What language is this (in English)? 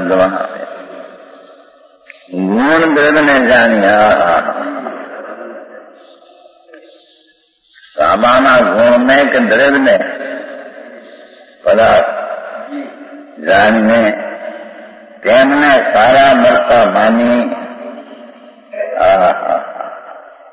Gujarati